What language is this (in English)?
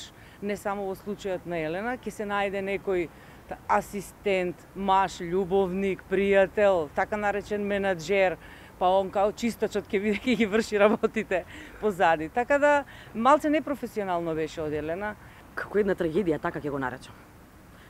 Macedonian